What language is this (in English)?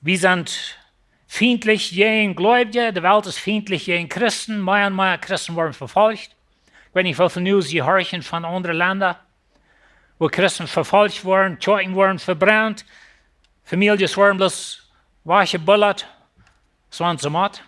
Plautdietsch